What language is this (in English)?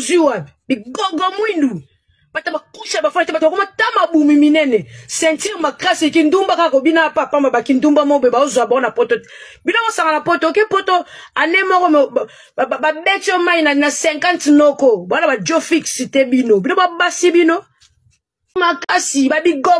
Lingala